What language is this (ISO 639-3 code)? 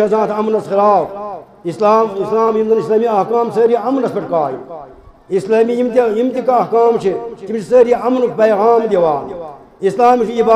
kas